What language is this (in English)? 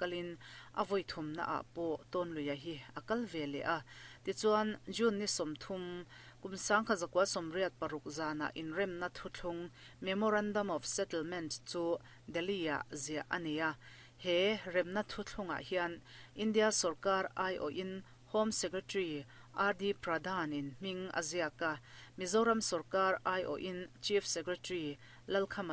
Mizo